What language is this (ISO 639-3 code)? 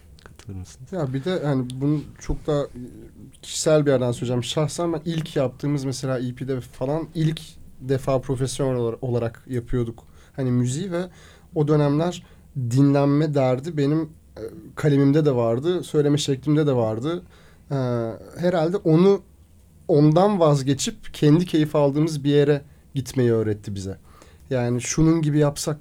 tur